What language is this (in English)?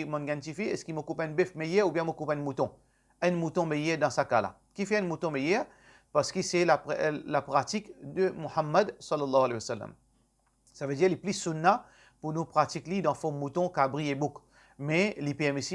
Morisyen